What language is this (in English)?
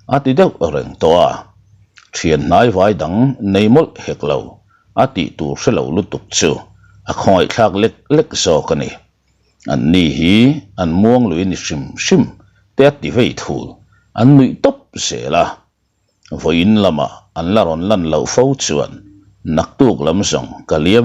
Mizo